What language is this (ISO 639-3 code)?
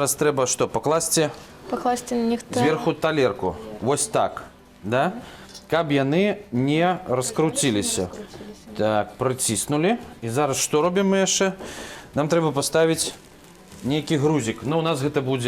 bel